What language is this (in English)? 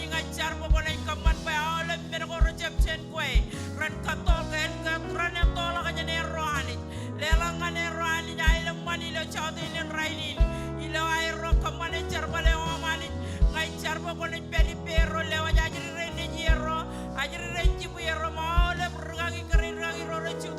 Marshallese